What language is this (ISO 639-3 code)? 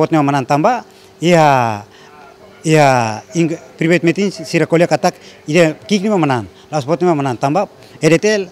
tet